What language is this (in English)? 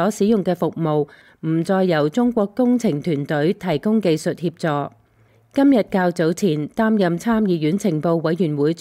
Cantonese